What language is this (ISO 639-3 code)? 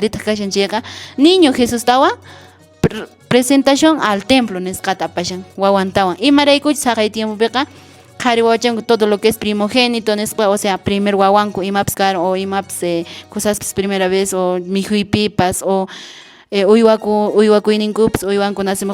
que